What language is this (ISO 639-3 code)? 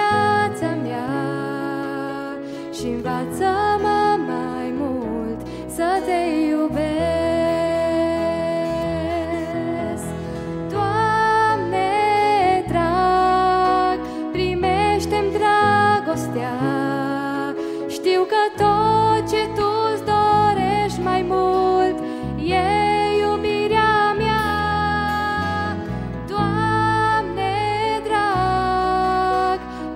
ron